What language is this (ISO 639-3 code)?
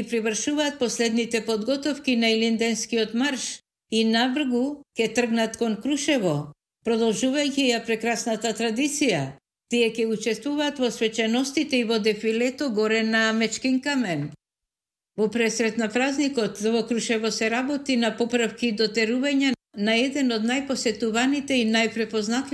mkd